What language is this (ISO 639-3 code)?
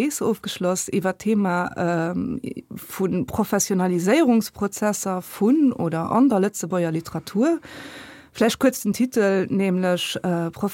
ltz